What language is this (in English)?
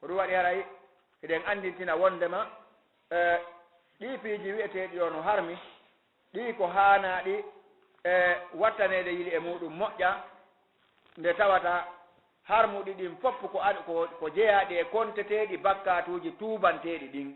Fula